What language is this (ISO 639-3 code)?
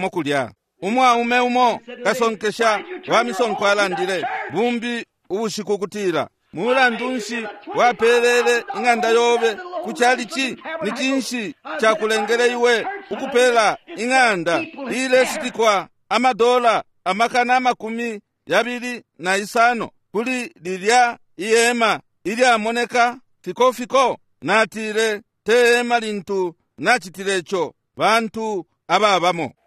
bem